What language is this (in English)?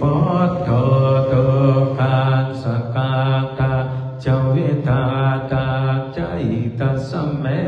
Pali